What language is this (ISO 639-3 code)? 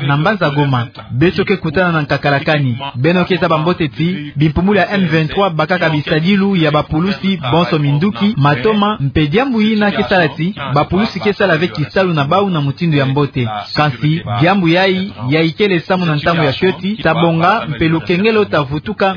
ktu